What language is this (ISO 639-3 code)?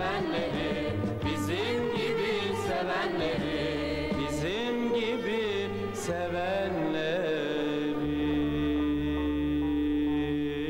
tur